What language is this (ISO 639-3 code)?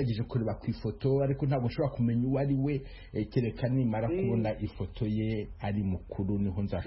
kin